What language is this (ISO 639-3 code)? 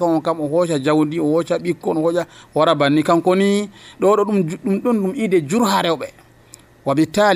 fuv